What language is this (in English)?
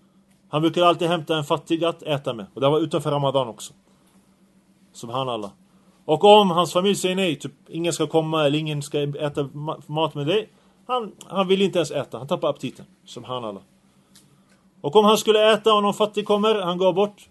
Swedish